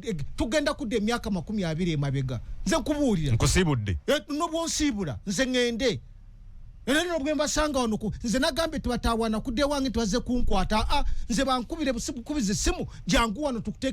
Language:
Ganda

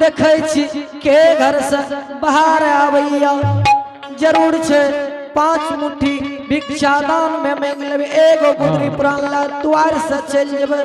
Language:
Angika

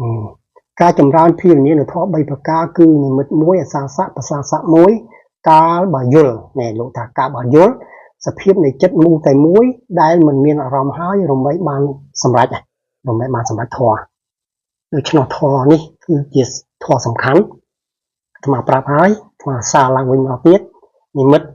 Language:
Khmer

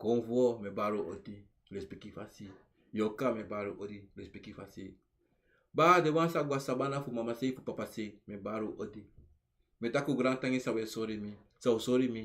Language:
Sranan Tongo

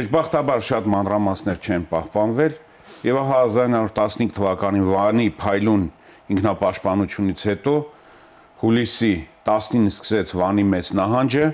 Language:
Armenian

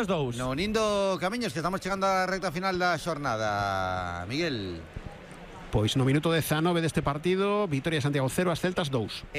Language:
Galician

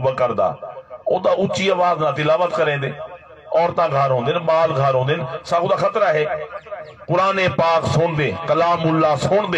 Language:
Saraiki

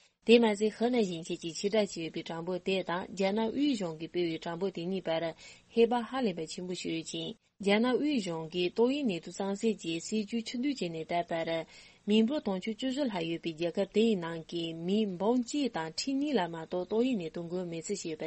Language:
Tibetan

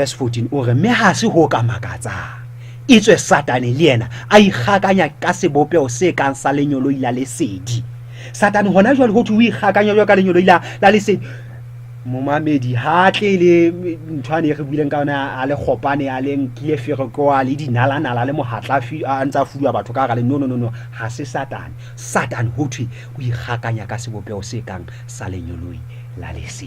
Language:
Southern Sotho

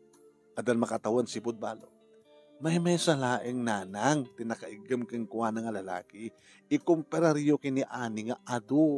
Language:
Iloko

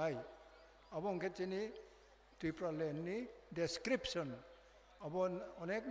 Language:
Kok Borok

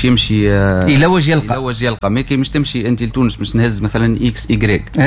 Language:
Tunisian Arabic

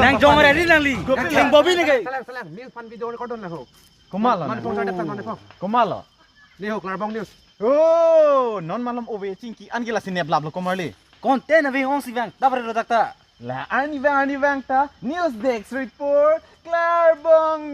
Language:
Karbi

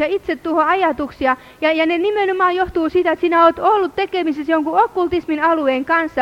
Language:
Finnish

